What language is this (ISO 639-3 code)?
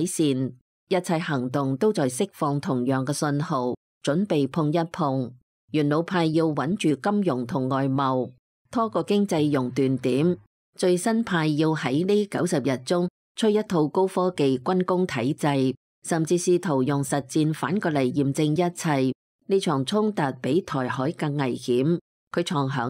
yue